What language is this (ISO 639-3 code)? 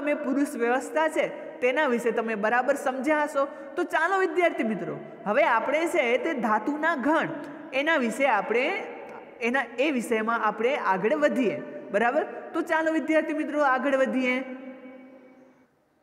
guj